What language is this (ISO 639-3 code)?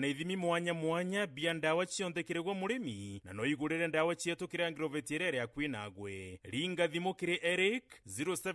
mer